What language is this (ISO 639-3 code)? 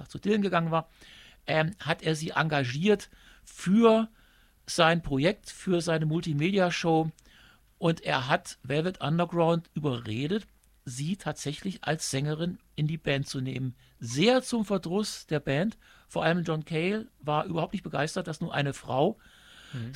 deu